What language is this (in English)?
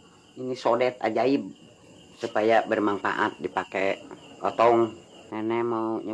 Betawi